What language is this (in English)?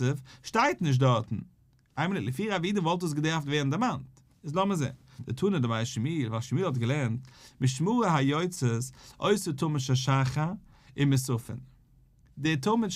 Yiddish